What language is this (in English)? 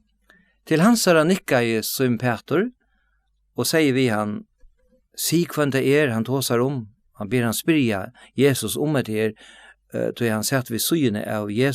Faroese